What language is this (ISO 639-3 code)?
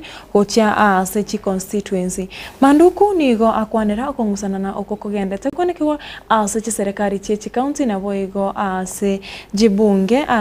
guz